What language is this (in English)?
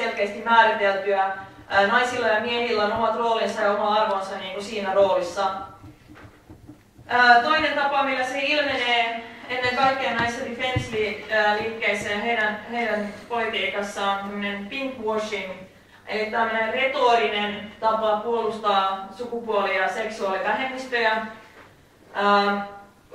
Finnish